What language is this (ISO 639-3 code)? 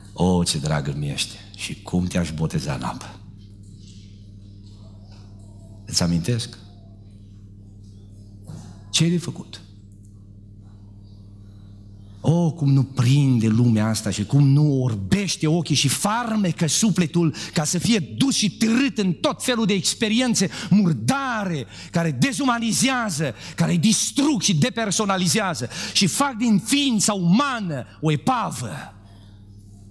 ron